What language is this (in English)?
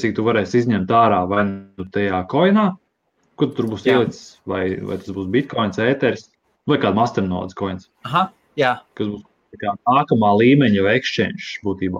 Latvian